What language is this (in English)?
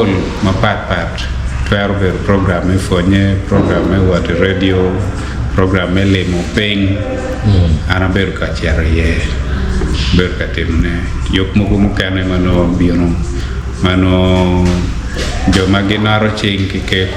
Acoli